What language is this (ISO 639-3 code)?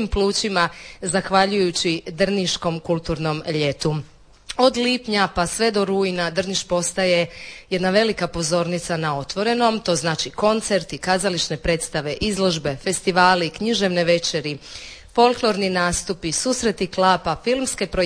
hrv